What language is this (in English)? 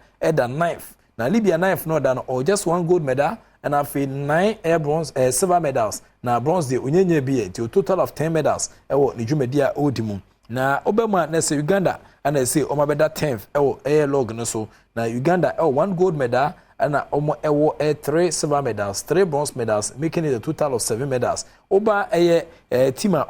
Akan